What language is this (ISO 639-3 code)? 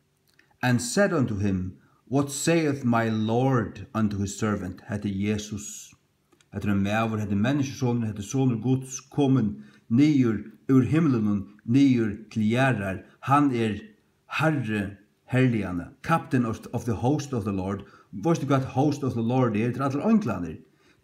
fao